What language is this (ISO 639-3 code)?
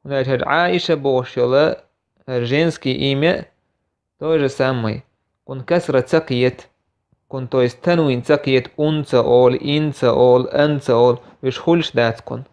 che